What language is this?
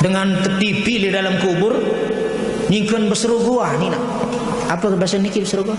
Sasak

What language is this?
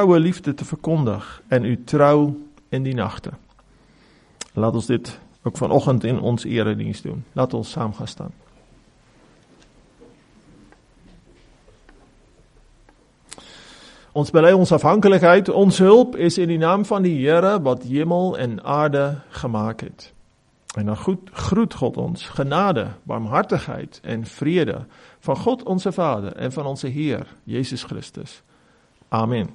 Afrikaans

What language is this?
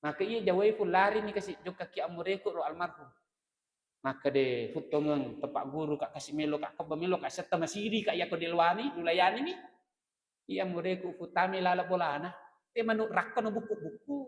Buginese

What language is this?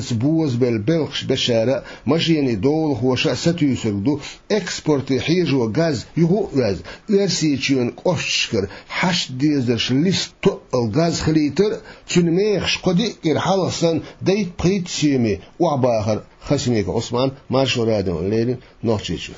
Chechen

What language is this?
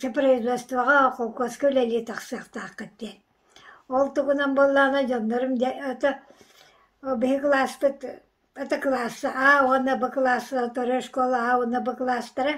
Yakut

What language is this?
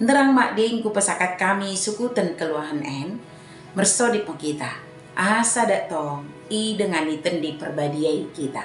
Batak Dairi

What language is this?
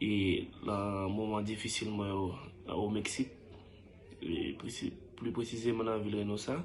Haitian Creole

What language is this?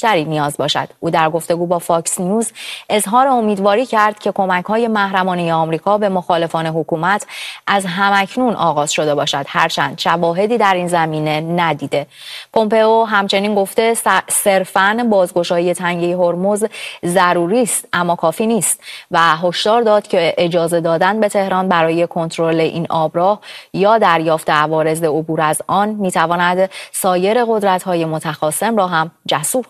Persian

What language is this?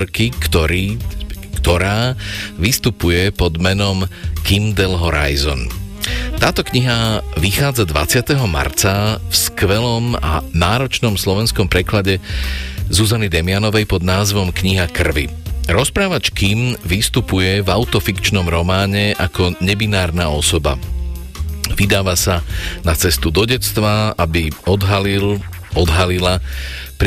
Slovak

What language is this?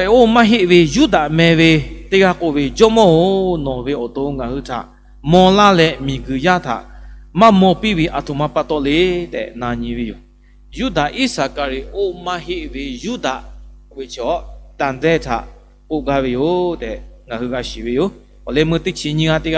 Lahu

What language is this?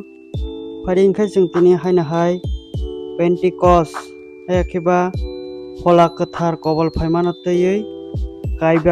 Kok Borok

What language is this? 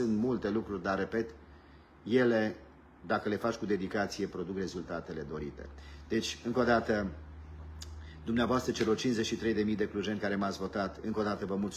Romanian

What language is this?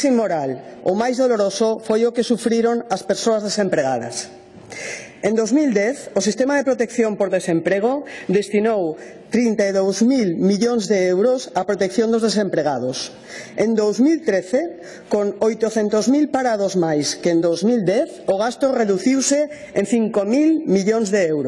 Galician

